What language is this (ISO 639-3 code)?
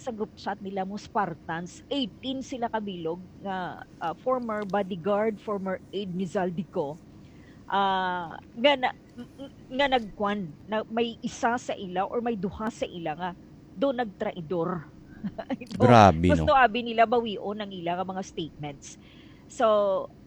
hil